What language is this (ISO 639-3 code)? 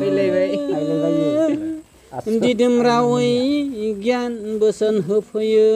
brx